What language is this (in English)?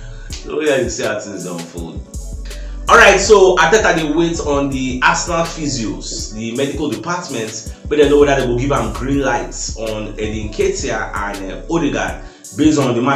Nigerian Pidgin